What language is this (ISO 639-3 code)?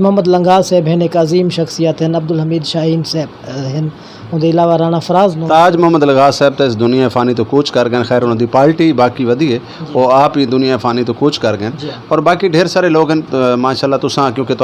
skr